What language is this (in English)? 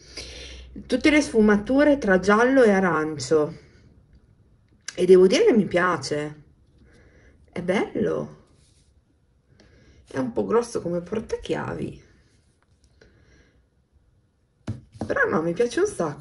Italian